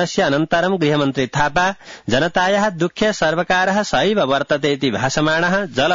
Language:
Sanskrit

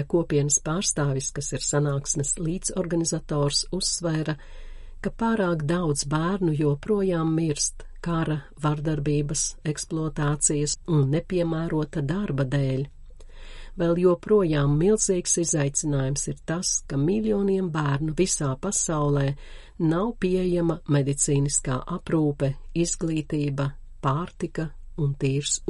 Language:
Latvian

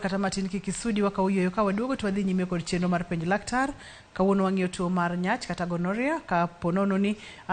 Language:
Luo (Kenya and Tanzania)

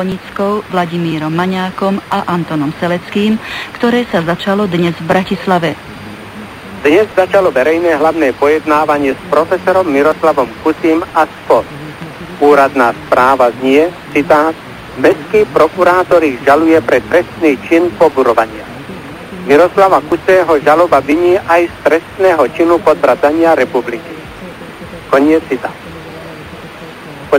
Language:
Slovak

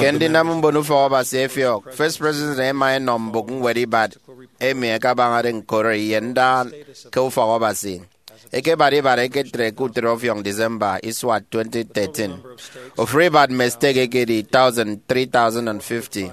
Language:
Efik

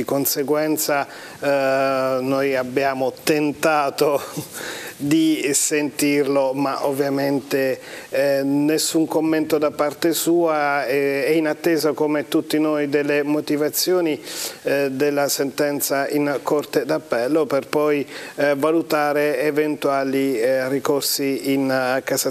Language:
Italian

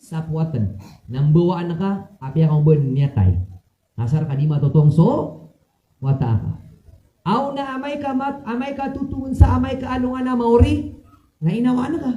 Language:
Maranao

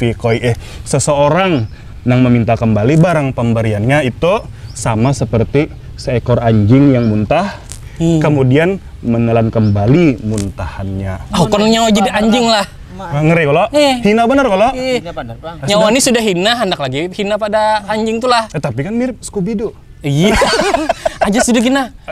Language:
Banjar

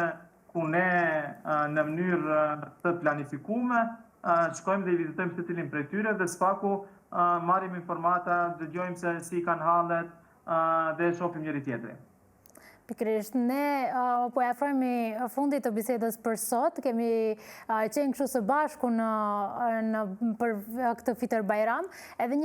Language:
Albanian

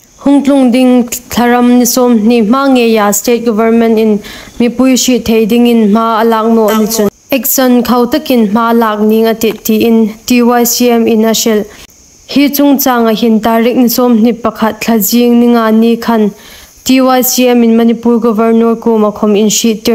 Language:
Hmar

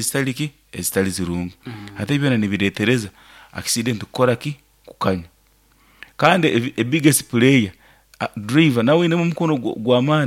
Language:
Nyoro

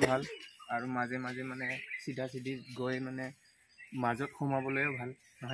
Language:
Assamese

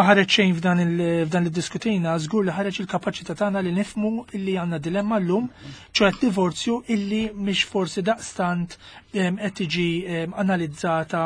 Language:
Maltese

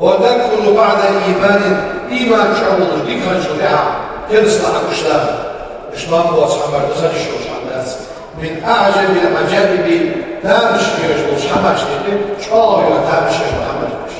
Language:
Ingush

